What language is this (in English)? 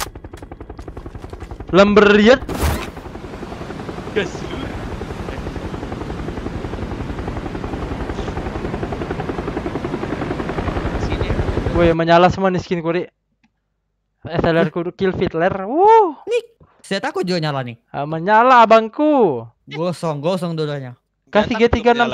Indonesian